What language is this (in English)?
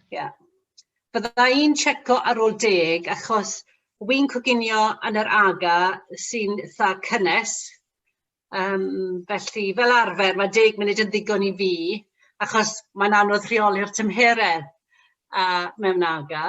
Welsh